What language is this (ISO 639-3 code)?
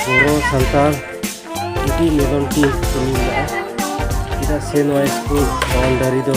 sat